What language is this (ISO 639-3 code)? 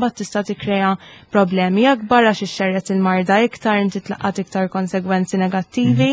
mlt